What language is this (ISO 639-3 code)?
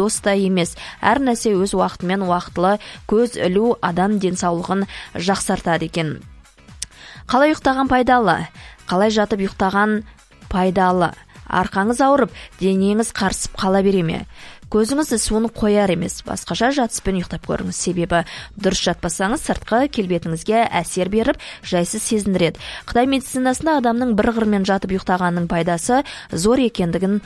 kaz